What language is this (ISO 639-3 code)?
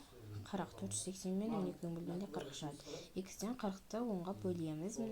kaz